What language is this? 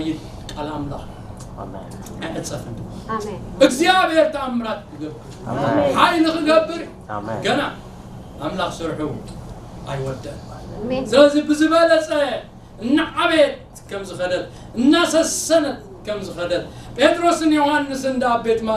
Tigrinya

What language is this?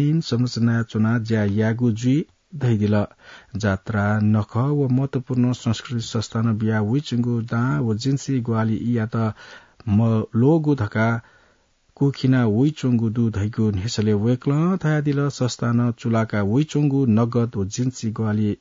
Newari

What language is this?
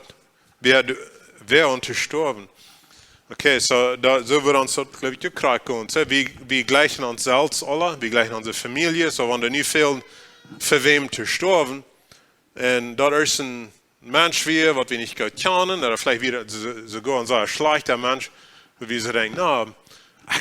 Plautdietsch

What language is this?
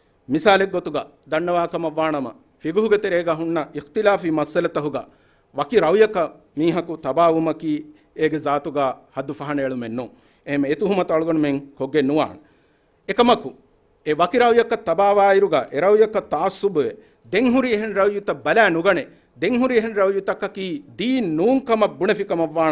Divehi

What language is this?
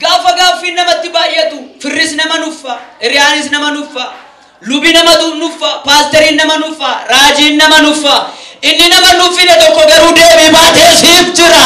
Oromo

